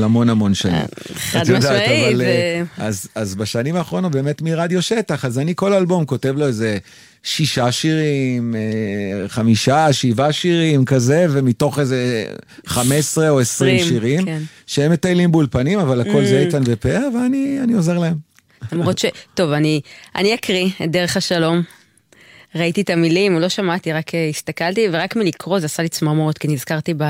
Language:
Hebrew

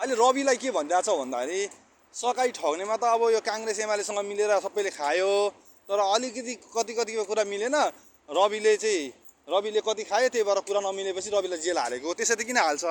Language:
Nepali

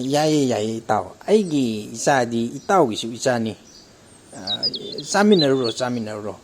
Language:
Manipuri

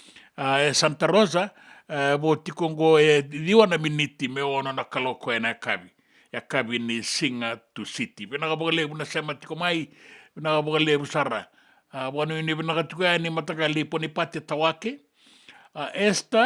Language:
Fijian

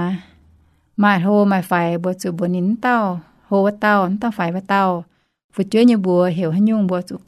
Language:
Iu Mien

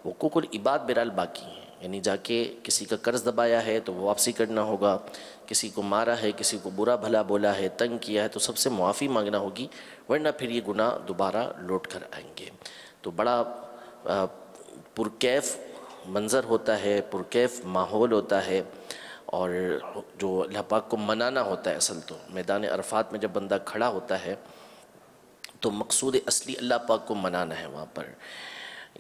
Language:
Urdu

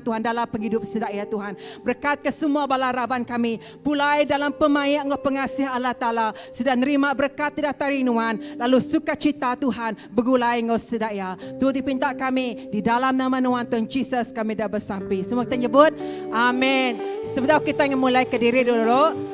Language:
Iban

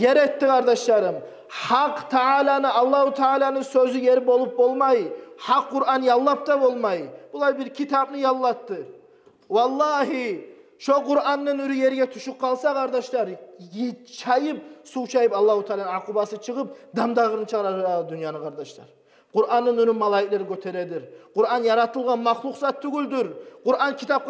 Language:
Kumyk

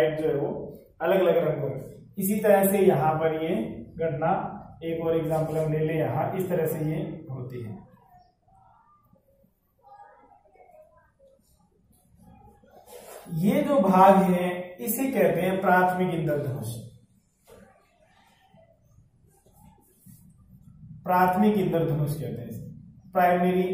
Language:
Hindi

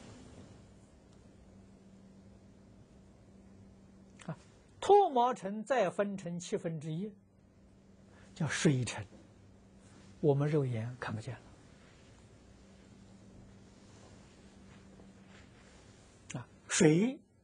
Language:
Chinese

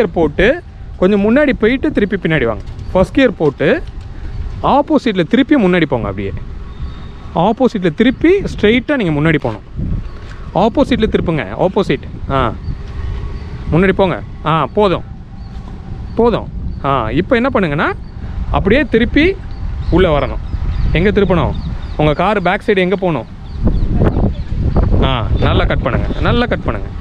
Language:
Tamil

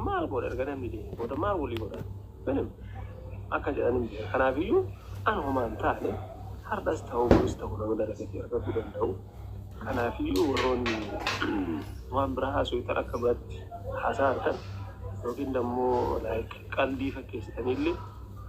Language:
Oromo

